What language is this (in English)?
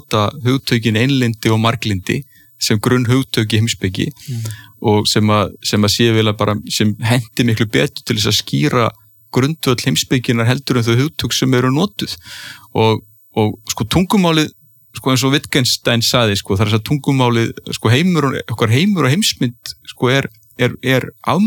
Icelandic